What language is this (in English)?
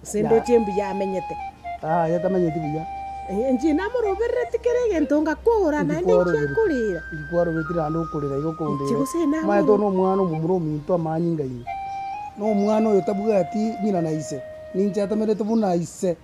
Gusii